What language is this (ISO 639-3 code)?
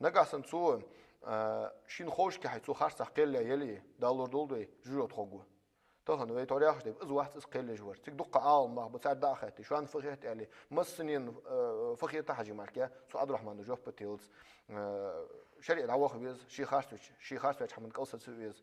inh